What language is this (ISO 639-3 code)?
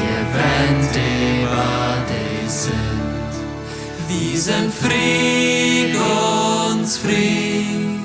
pdt